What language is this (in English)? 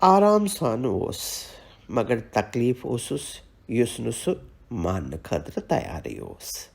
Kashmiri